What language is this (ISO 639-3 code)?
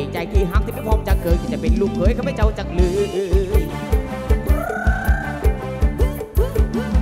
tha